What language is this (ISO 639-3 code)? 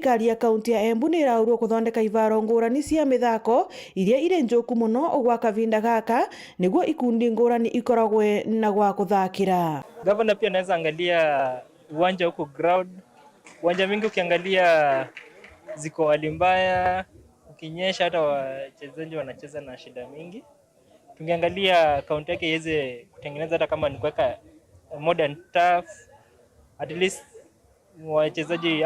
mer